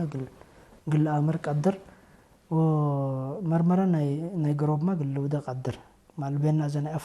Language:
Tigre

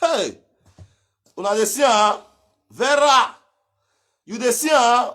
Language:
Nigerian Pidgin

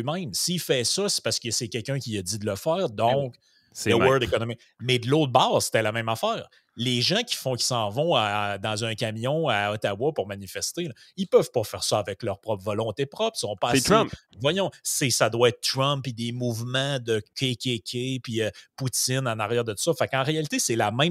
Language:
French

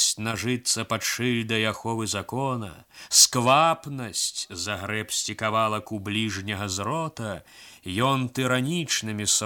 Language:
Belarusian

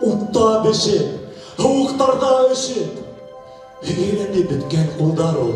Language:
Bashkir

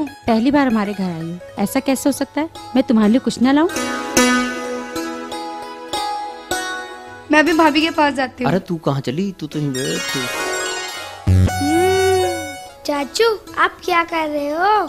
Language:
Hindi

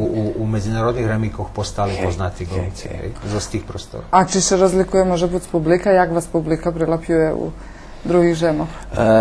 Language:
Rusyn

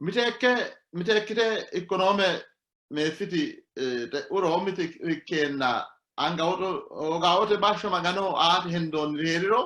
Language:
Sidamo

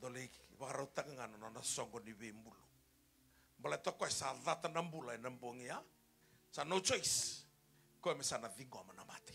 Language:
Fijian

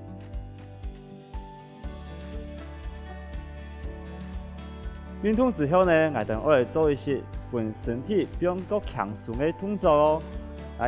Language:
Hakka Chinese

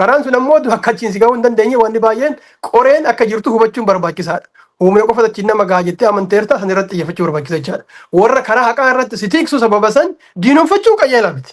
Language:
Oromo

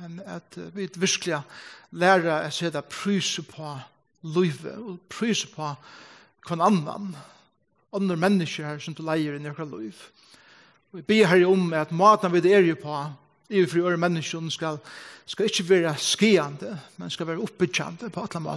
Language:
Faroese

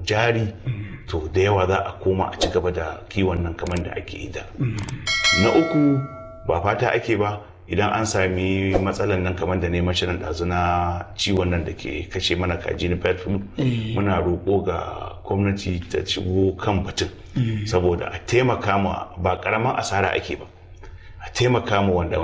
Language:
Hausa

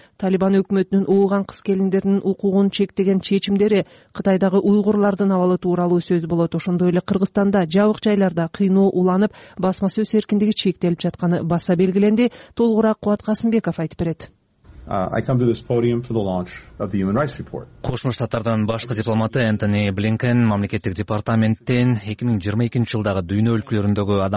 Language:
Kyrgyz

